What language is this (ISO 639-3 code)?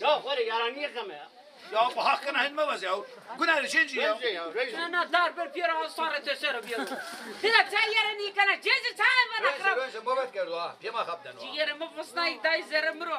zza